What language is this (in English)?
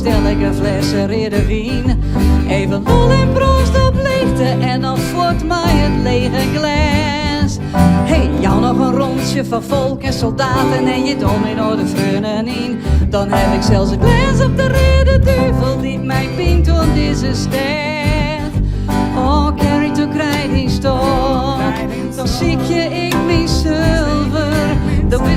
Western Frisian